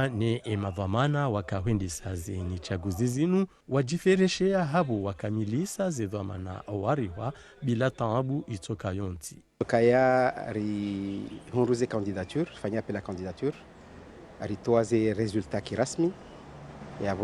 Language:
Ngazidja Comorian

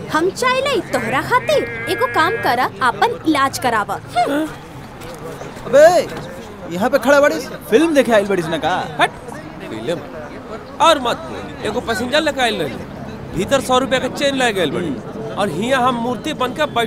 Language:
Bhojpuri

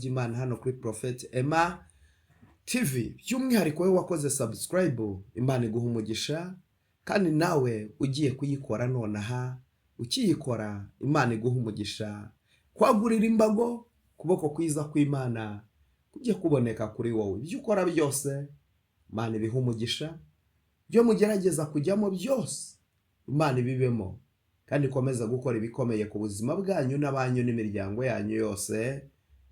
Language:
Kinyarwanda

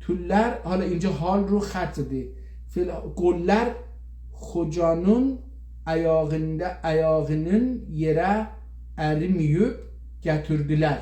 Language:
South Azerbaijani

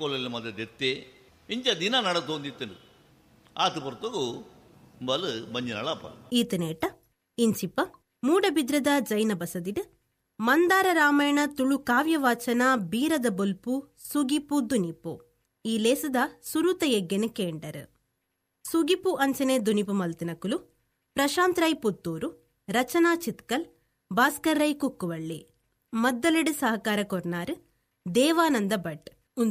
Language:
Tulu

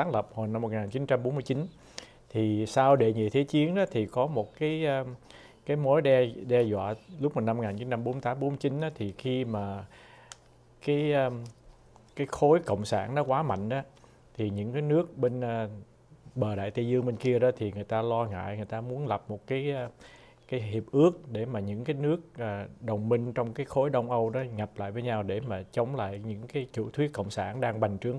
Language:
Vietnamese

